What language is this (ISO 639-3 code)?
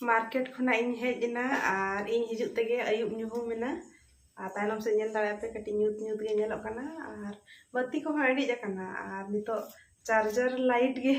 sat